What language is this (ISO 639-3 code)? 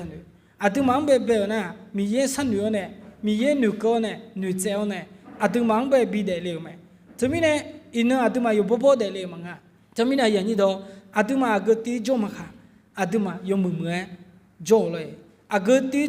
ahk